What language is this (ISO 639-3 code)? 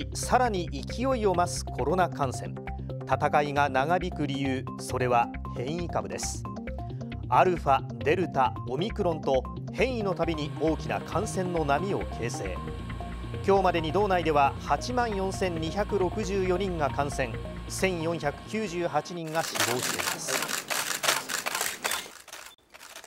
jpn